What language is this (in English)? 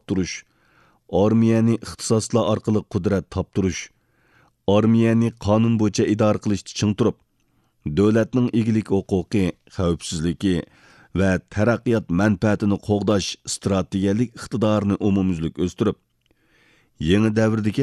Uyghur